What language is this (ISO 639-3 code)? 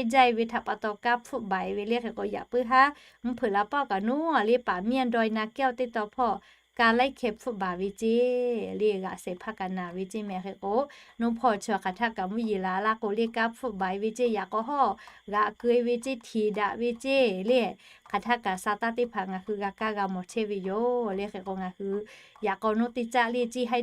lhu